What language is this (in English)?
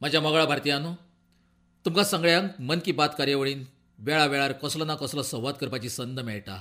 Konkani